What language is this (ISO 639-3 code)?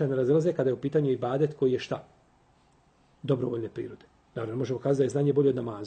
bos